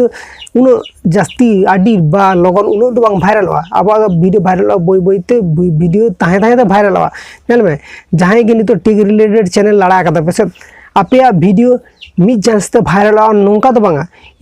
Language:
Santali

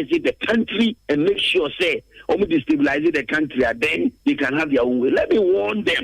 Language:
Akan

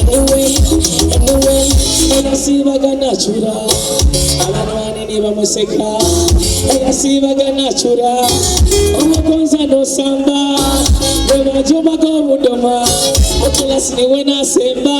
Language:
Nyoro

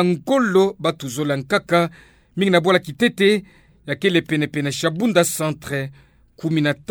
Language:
Kituba (Democratic Republic of Congo)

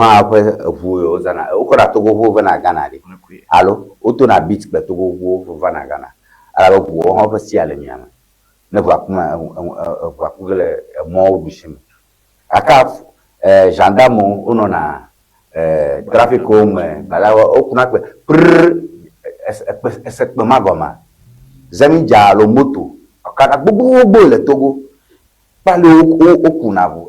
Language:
Ewe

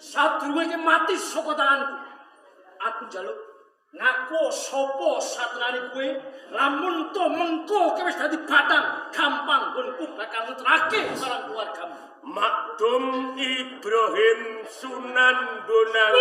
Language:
Javanese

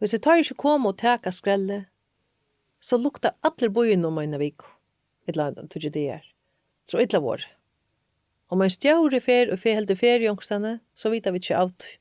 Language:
Faroese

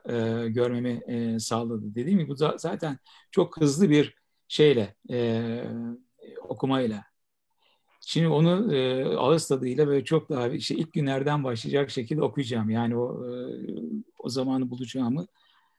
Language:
Turkish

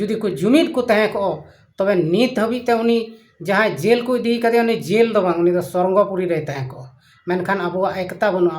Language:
Santali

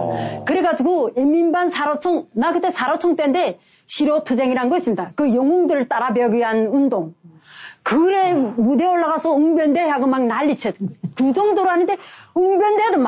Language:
Korean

